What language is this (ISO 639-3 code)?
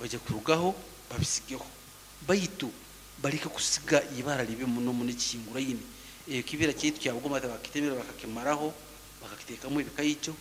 nyo